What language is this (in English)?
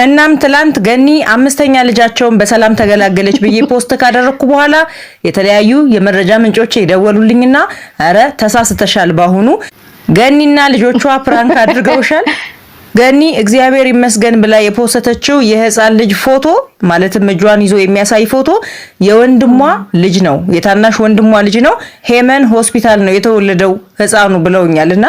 Amharic